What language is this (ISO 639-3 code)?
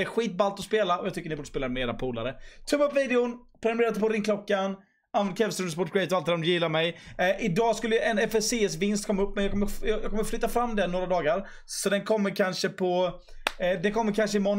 swe